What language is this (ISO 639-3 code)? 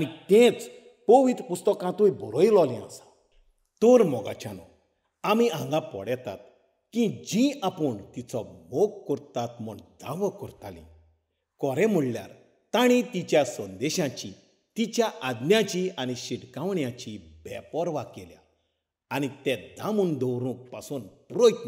kok